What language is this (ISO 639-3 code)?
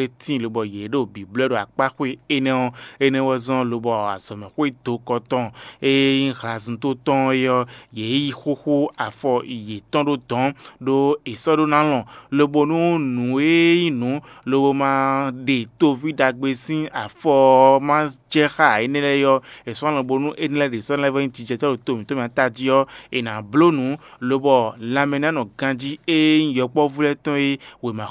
fon